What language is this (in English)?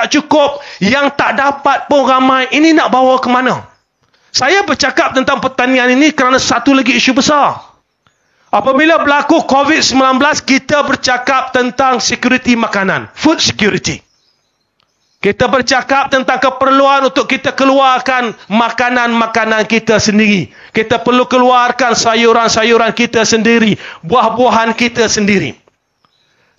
Malay